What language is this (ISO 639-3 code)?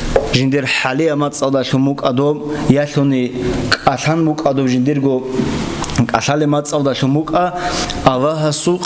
ava